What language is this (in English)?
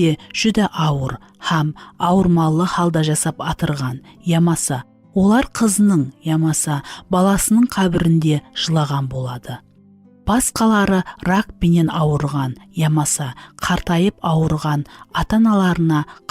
Kara-Kalpak